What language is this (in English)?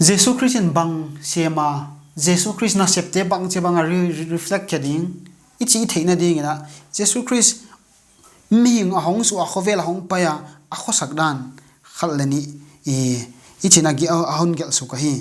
Paite Chin